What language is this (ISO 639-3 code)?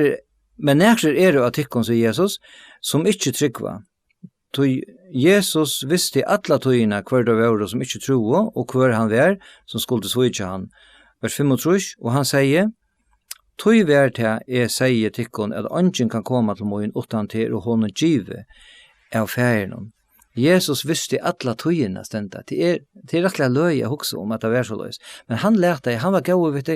fao